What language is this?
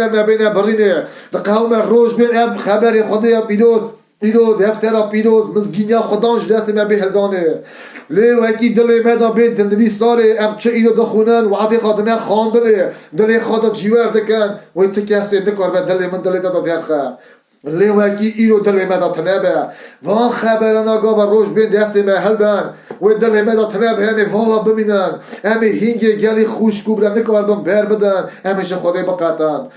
Kurdish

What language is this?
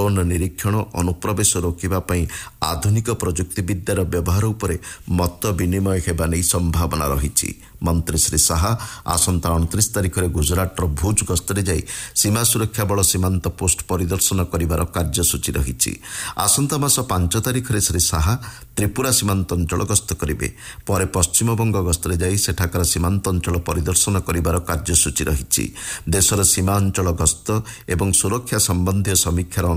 Odia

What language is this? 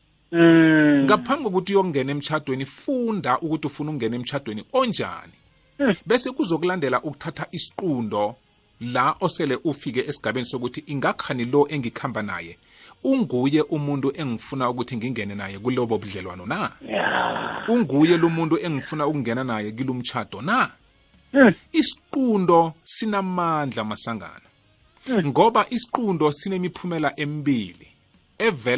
South Ndebele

